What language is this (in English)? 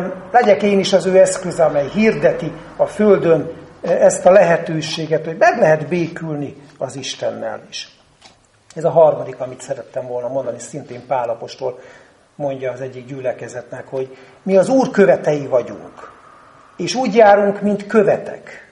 Hungarian